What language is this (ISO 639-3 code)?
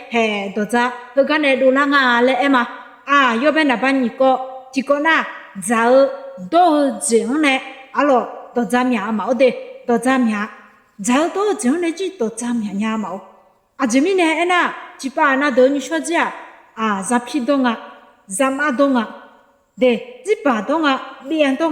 ahk